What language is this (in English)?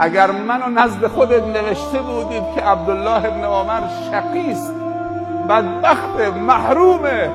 Persian